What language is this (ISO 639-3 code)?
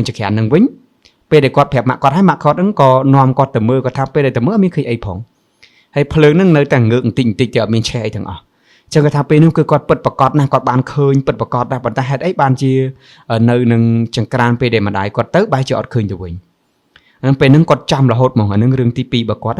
khm